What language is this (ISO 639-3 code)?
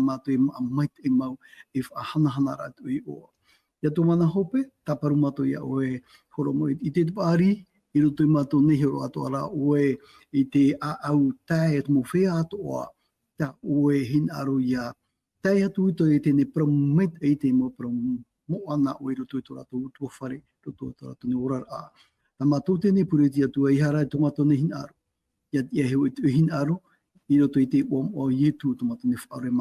tah